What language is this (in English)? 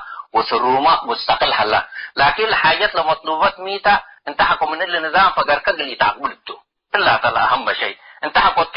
Tigre